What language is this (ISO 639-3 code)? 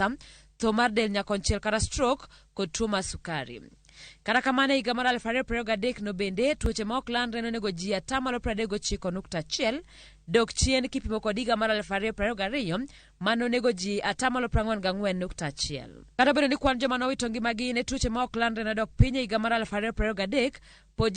luo